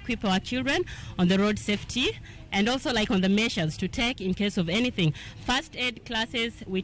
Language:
Luo (Kenya and Tanzania)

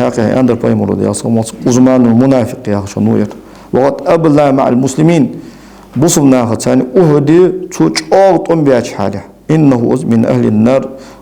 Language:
Ingush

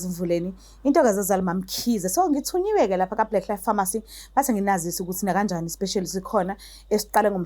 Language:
Zulu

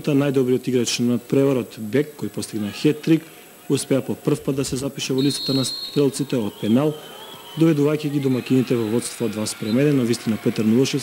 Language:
Macedonian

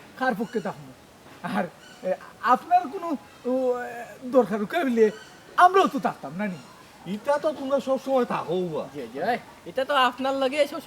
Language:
Sylheti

